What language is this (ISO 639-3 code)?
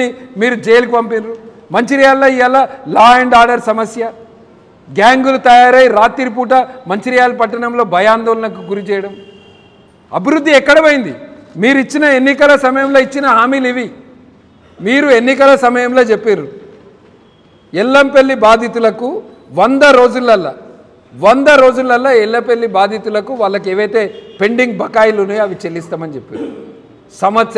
tel